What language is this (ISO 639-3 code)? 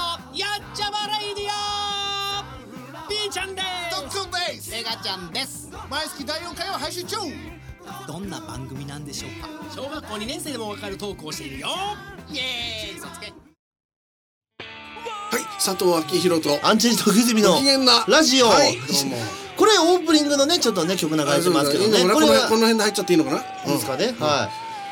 jpn